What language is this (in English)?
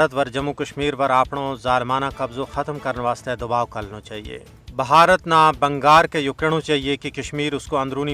Gujari